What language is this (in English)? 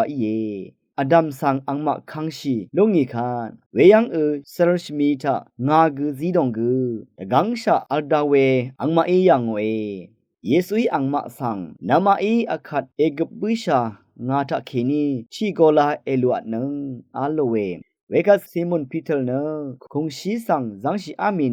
Rawang